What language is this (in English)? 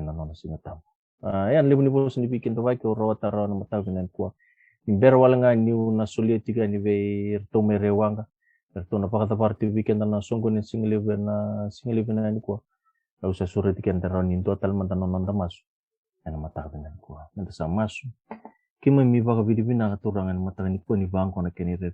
Fijian